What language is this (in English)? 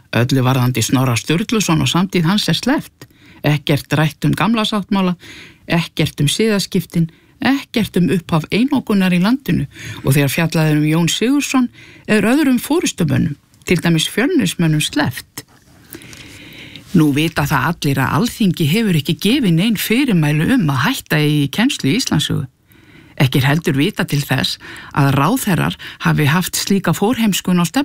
Icelandic